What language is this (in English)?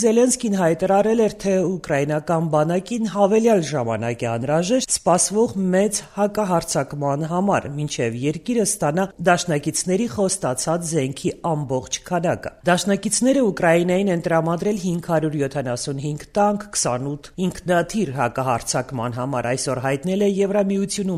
Armenian